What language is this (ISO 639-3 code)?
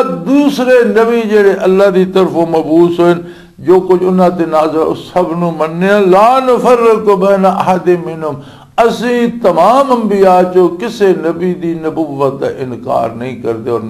lah